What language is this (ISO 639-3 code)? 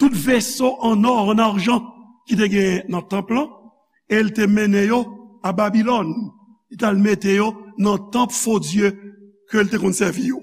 hat